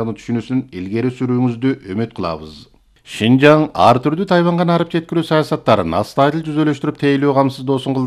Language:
Kyrgyz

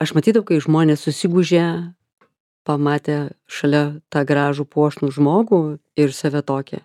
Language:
Lithuanian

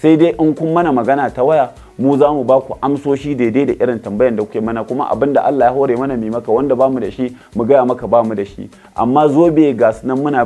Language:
Hausa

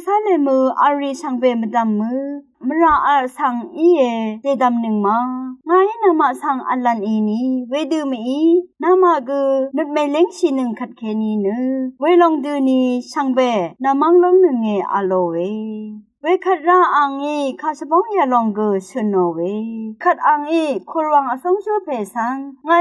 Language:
Rawang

